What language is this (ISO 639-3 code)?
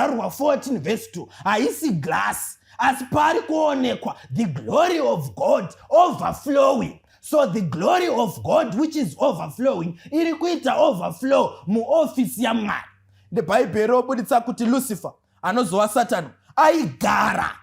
sna